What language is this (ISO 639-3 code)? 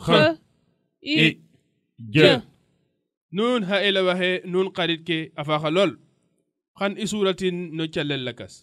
srr